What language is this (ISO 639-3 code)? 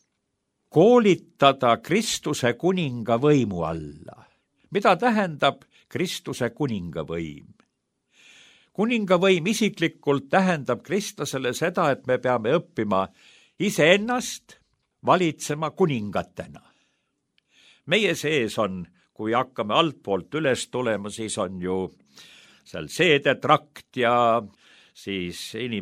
est